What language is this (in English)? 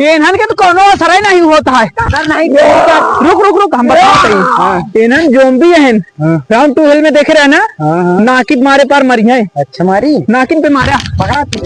Awadhi